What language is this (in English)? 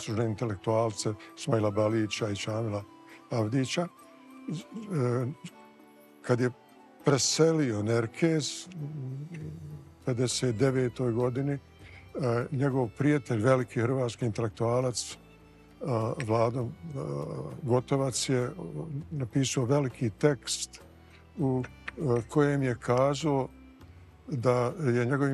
Bosnian